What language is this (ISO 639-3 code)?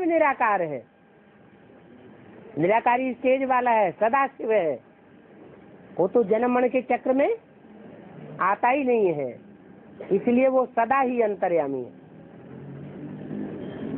hin